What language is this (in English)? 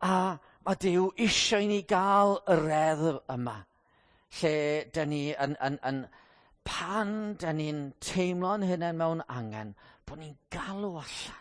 Welsh